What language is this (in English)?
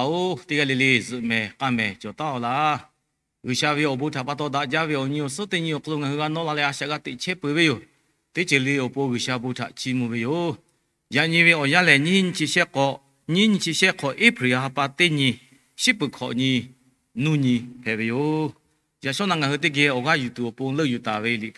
Lahu